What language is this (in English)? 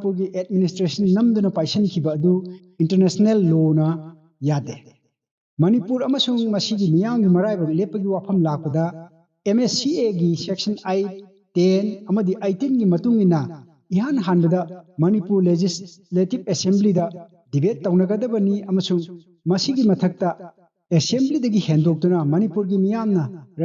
Manipuri